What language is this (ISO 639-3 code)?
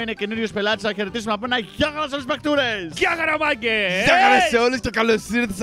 ell